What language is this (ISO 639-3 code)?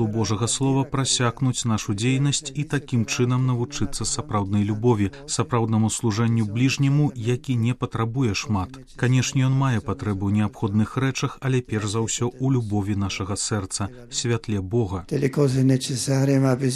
bel